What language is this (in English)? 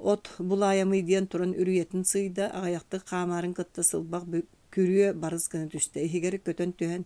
Yakut